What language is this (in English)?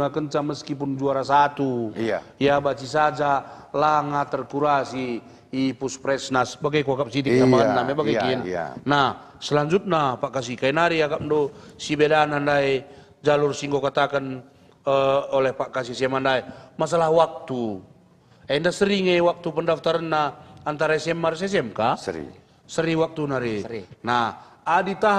Batak Karo